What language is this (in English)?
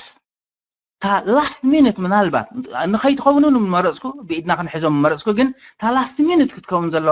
Tigrinya